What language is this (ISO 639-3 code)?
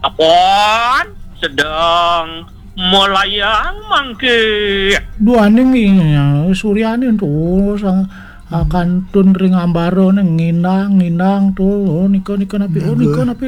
ban